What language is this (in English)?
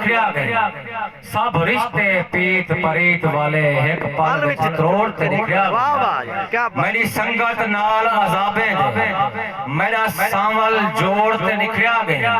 Saraiki